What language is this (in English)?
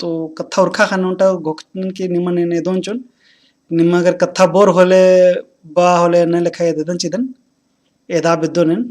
Kurukh